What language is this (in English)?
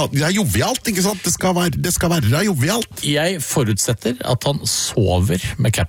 Norwegian